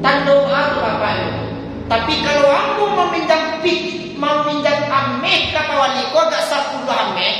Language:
Minangkabau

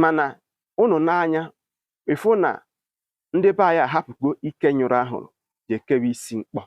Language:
Igbo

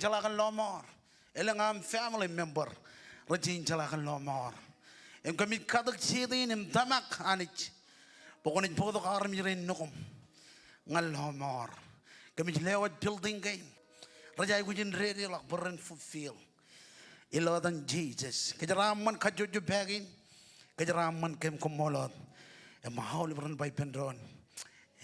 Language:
Marshallese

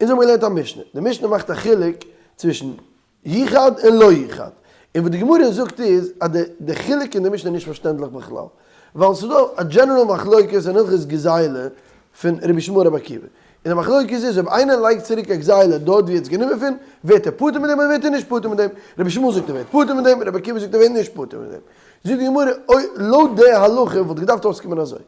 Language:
Yiddish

